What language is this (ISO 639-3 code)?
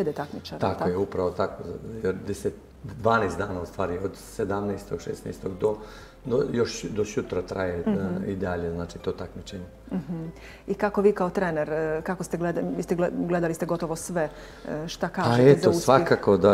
bos